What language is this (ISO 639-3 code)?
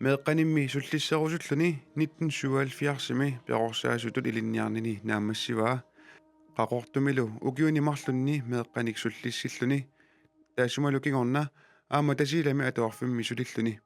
kal